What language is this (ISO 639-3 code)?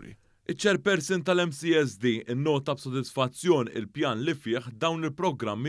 mlt